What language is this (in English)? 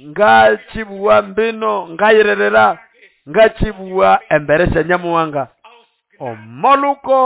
Nande